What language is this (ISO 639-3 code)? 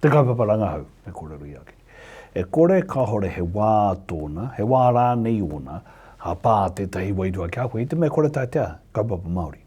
mri